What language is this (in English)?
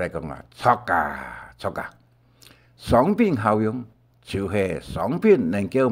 Hakka Chinese